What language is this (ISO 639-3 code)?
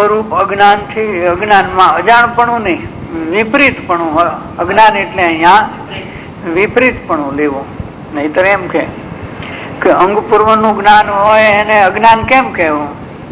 guj